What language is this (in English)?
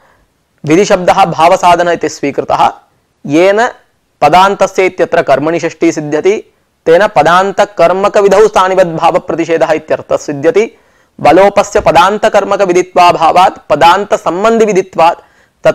Sanskrit